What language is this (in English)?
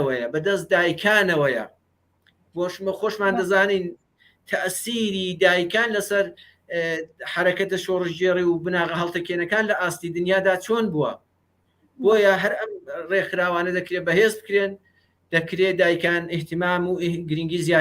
Central Kurdish